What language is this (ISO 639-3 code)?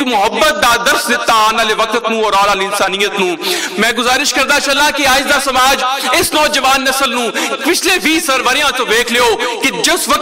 lah